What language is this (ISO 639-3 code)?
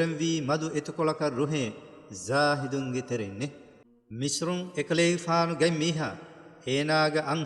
div